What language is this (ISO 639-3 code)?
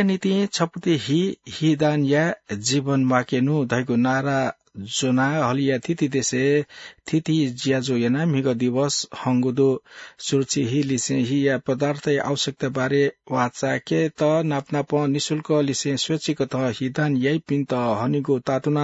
new